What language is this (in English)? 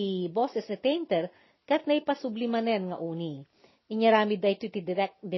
Iloko